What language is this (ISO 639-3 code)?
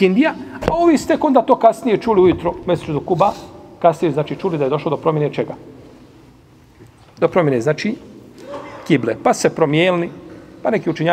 bos